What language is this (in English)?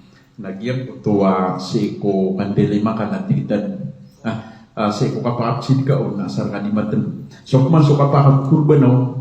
Maranao